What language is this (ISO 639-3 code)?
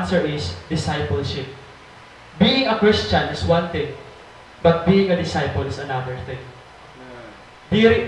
war